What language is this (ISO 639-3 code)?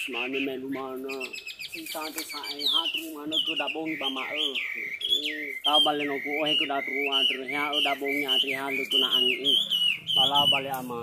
nia